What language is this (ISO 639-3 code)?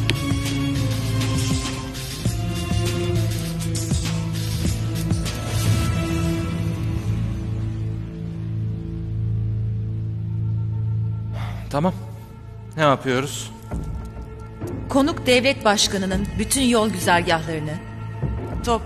tur